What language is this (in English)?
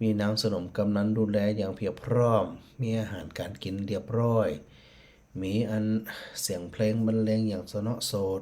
Northern Thai